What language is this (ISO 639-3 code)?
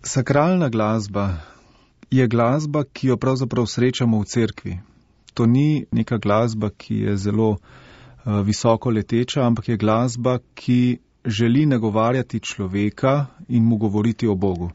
slv